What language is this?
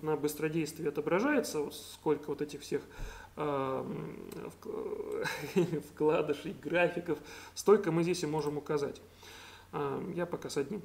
Russian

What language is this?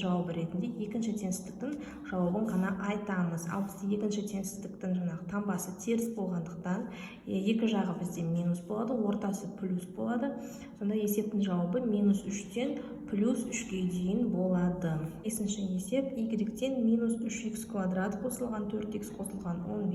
Kazakh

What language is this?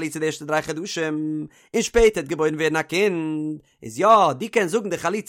Yiddish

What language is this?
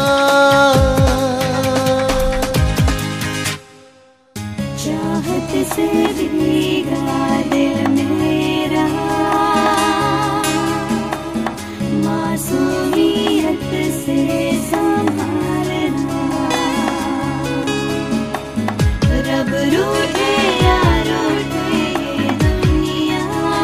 Hindi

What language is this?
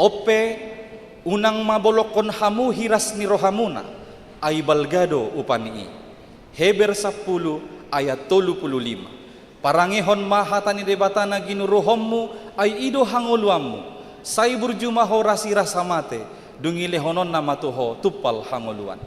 Batak Toba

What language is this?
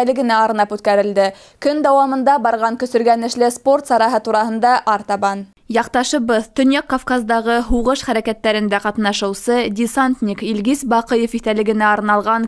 Bashkir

